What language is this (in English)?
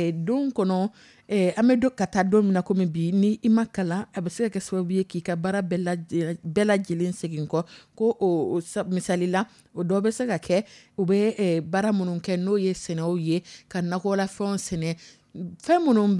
Dyula